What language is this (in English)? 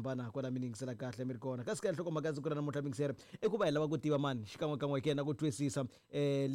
Tsonga